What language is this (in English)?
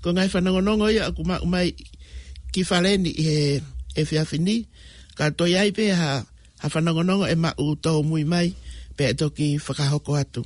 Tongan